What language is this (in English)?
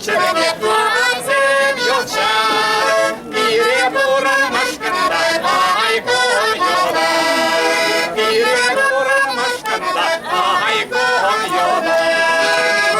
Chuvash